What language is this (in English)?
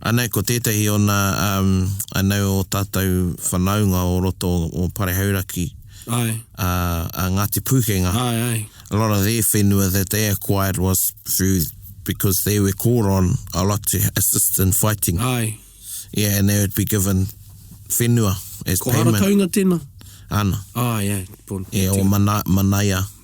Māori